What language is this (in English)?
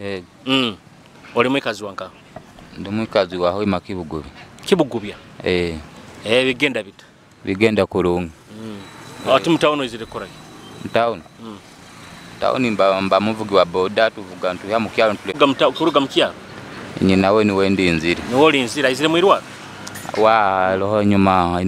Nyoro